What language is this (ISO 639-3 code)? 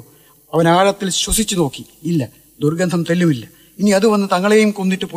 mal